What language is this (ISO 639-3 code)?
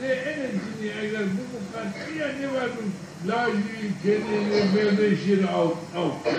zza